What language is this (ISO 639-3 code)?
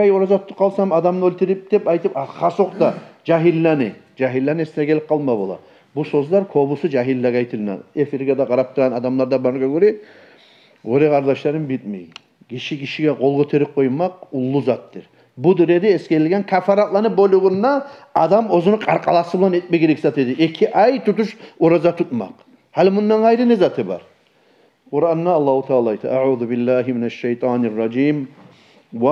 kum